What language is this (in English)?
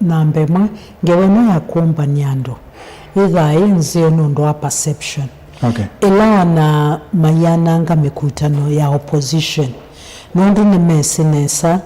Kamba